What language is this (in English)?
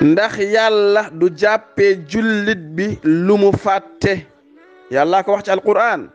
Wolof